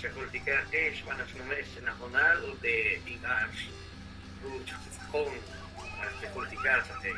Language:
Kekchí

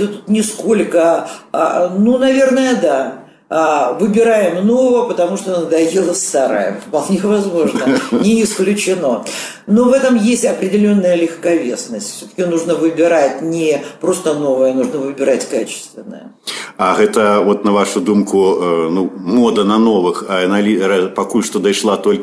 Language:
Belarusian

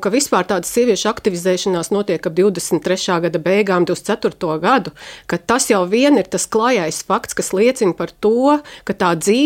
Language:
Latvian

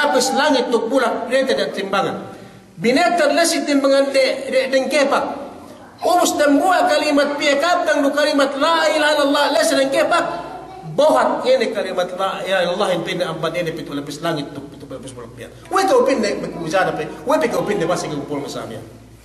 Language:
Yakan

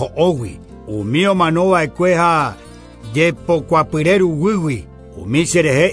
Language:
Guarani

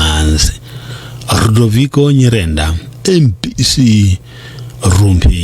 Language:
Nyanja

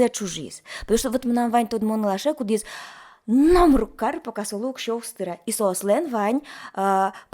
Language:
Udmurt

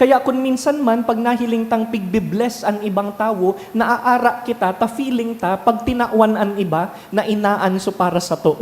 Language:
Bikol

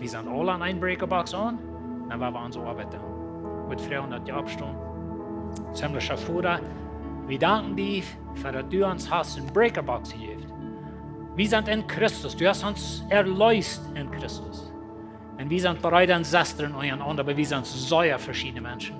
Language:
Plautdietsch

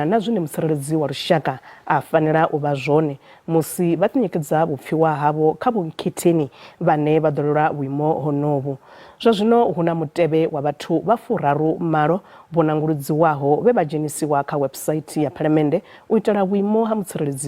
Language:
Venda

